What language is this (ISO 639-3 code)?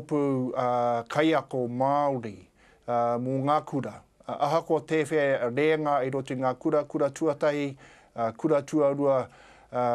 mri